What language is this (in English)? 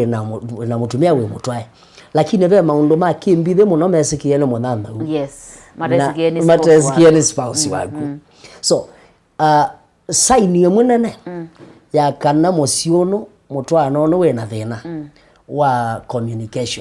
Kamba